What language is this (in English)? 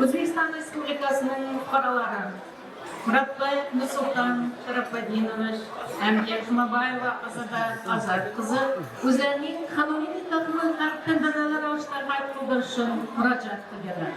Kara-Kalpak